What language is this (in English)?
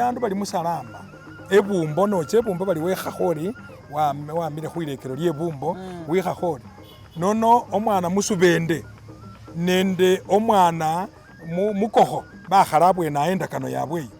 Masaaba